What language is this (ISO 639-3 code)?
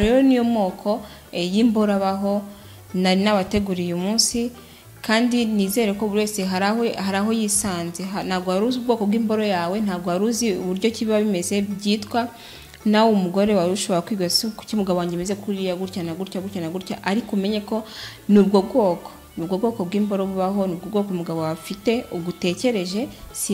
kin